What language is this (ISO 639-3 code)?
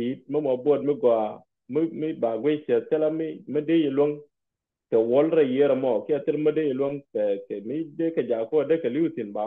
nus